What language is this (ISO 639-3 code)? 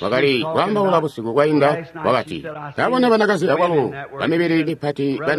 toi